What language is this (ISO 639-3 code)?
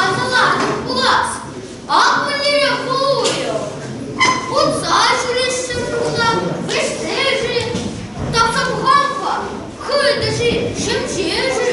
chv